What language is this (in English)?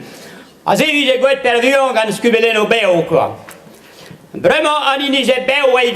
Breton